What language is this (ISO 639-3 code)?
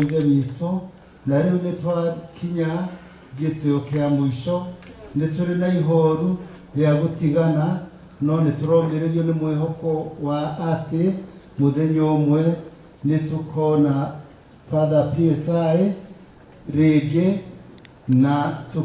kik